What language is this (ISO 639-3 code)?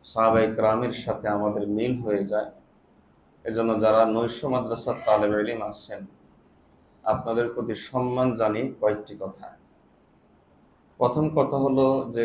ben